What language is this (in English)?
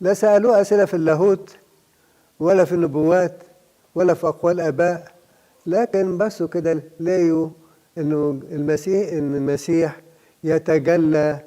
Egyptian Arabic